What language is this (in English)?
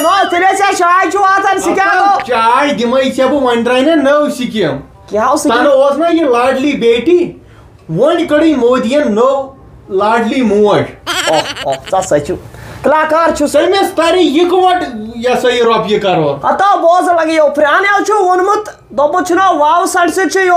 Kashmiri